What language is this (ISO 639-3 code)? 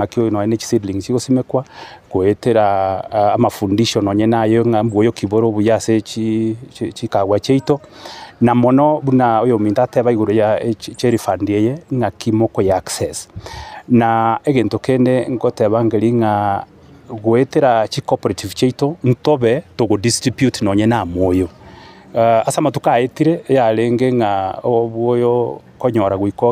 guz